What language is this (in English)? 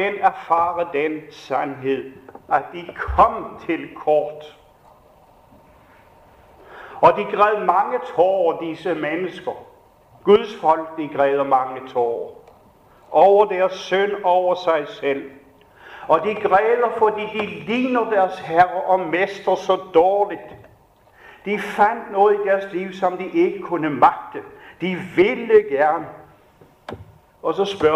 Danish